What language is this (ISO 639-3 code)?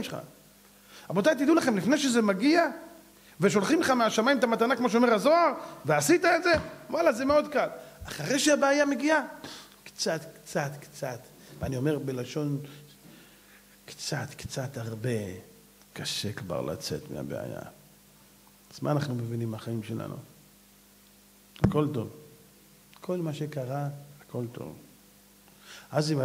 heb